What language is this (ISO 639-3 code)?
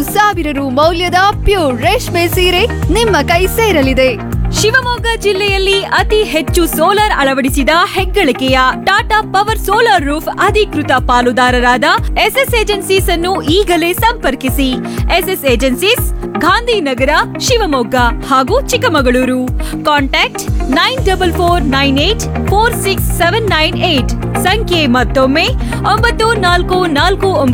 kan